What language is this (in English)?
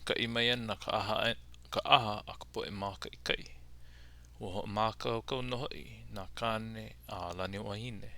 Hawaiian